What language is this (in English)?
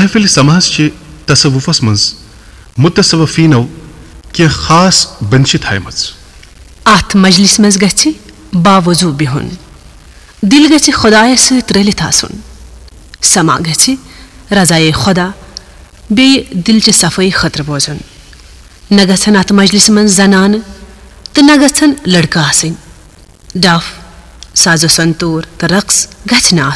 Kashmiri